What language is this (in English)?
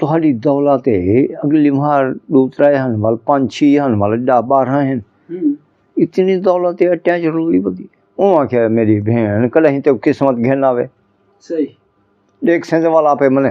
Saraiki